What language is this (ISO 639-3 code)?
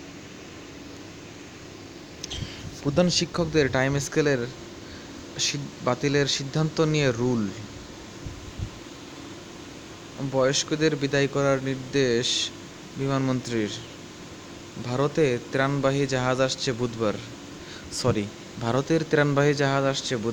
ben